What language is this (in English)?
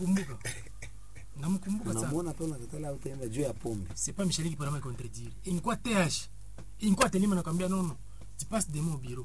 Swahili